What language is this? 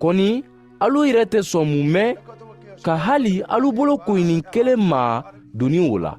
Mandingo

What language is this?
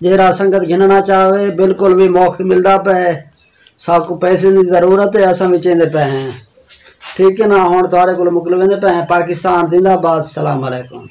Saraiki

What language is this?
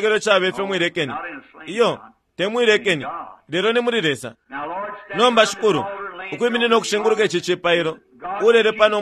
Bemba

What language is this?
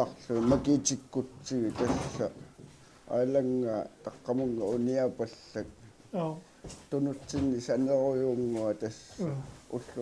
Kalaallisut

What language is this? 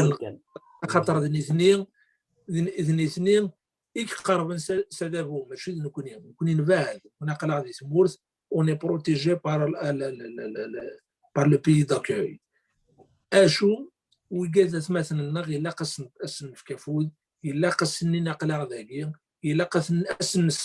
Kabyle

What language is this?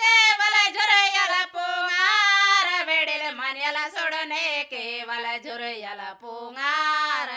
Gondi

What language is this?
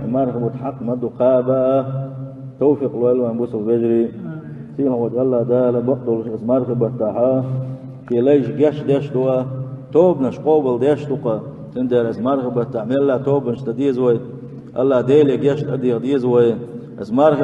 Chechen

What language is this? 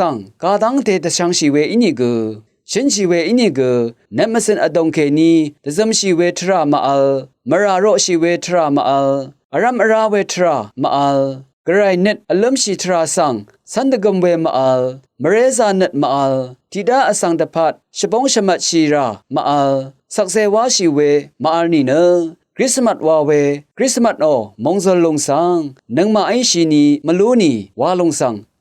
Rawang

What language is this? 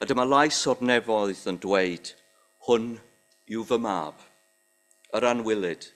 Welsh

